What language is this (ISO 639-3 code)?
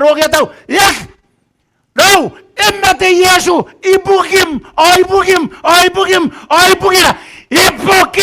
gil